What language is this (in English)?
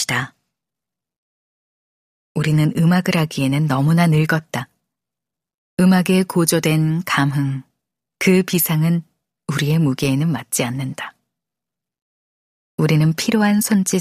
Korean